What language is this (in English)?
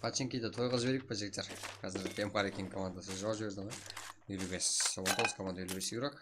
Kara-Kalpak